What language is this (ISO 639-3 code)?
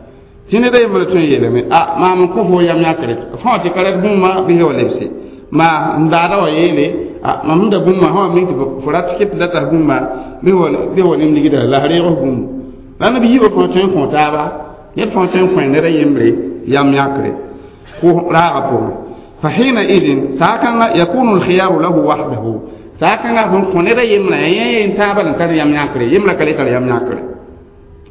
mos